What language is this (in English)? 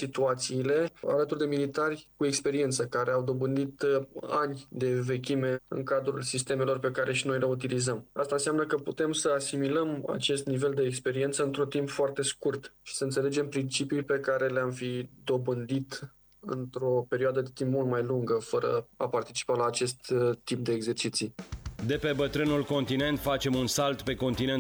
Romanian